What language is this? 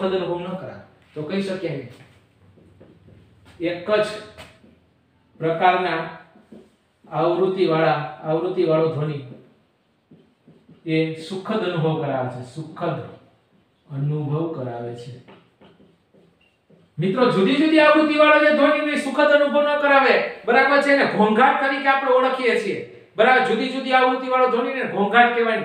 Gujarati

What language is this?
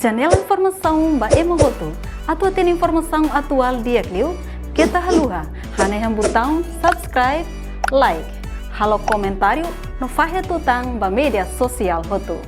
Tetum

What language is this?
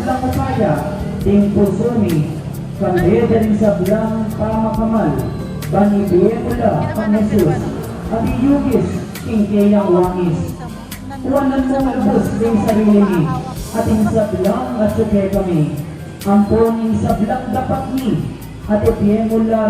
Pampanga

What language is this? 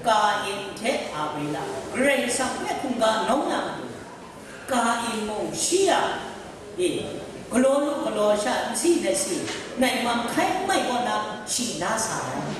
Kachin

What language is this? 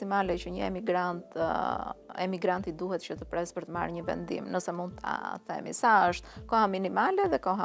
Albanian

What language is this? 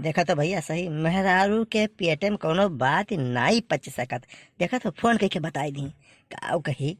Awadhi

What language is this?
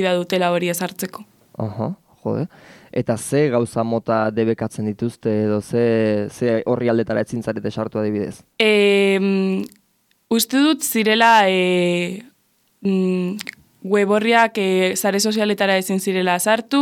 Basque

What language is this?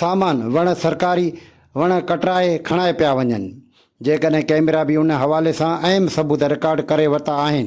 Sindhi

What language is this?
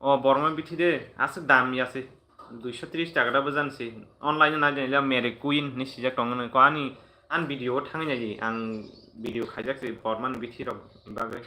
Kok Borok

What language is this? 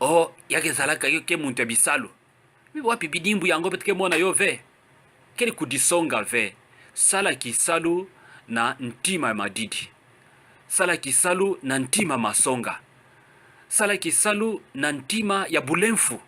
Kituba (Democratic Republic of Congo)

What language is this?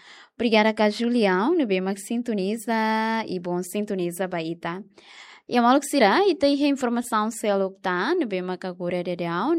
Tetum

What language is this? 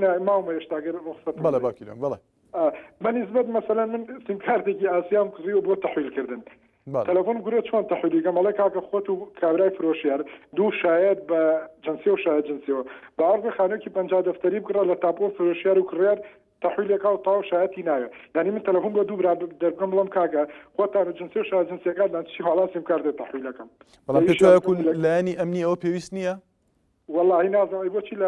Central Kurdish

